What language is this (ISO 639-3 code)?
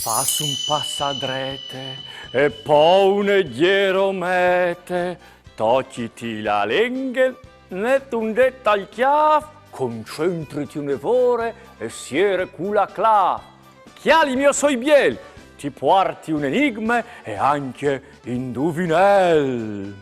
fur